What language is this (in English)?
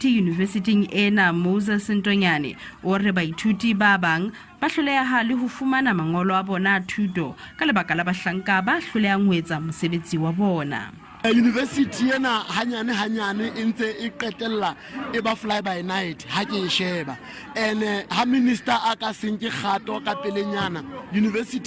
Southern Sotho